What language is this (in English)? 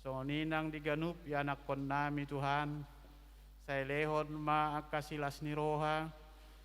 Batak Toba